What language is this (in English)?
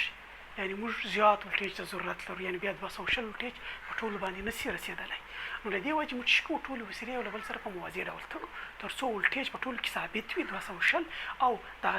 Pashto